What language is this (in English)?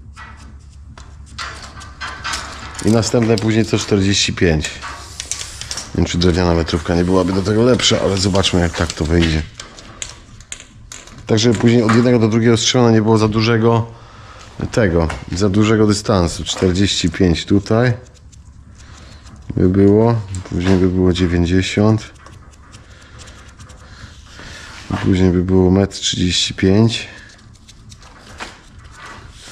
Polish